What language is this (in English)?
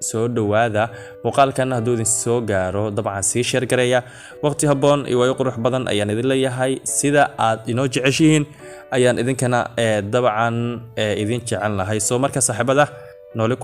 Somali